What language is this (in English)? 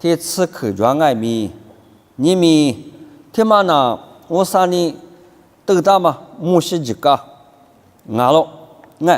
Lisu